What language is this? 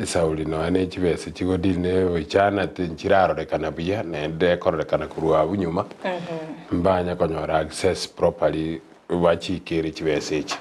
Gusii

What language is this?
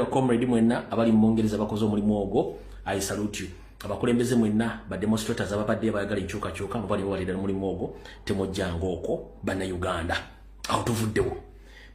Ganda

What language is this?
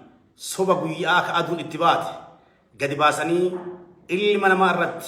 Oromo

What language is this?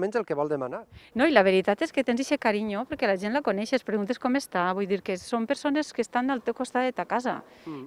Catalan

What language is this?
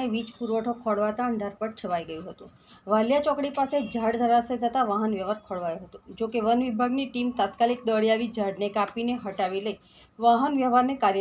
Gujarati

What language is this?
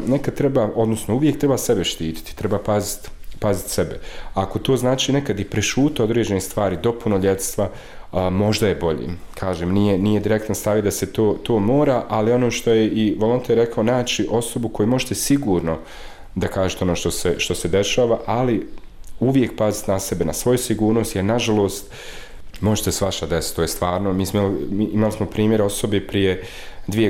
Bosnian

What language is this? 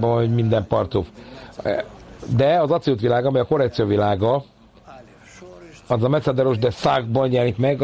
Hungarian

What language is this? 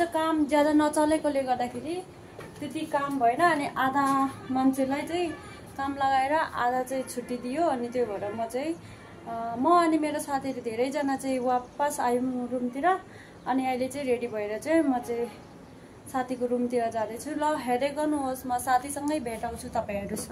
Nepali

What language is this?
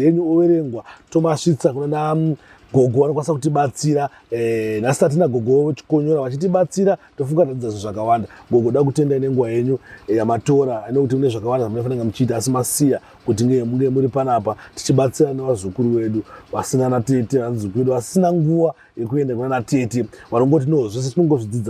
Shona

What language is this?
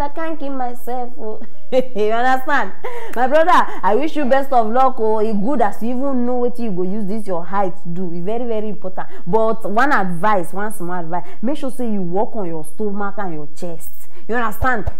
Nigerian Pidgin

